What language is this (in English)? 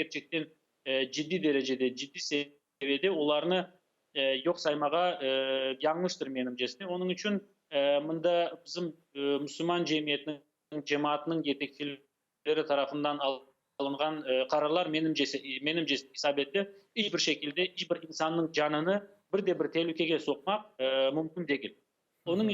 Crimean Tatar